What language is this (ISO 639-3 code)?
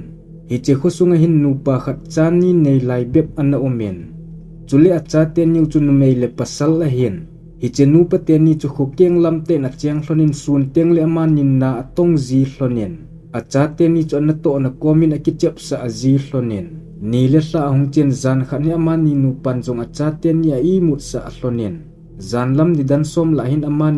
tcz